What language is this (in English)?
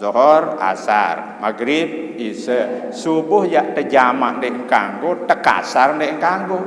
Sasak